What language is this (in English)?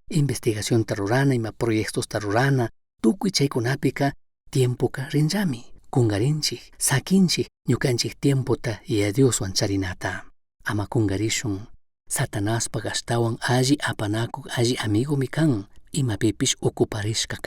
Chimborazo Highland Quichua